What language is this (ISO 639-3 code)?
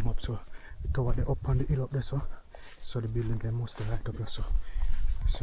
jam